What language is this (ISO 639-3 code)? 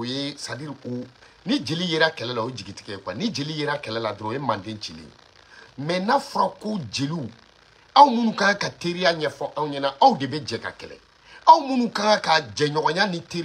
bam